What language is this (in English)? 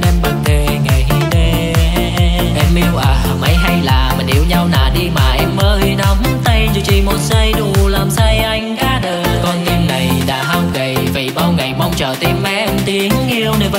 Vietnamese